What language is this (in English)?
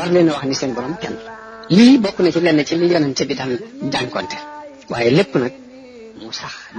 Wolof